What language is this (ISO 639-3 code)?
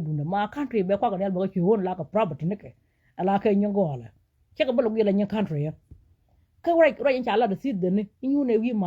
nus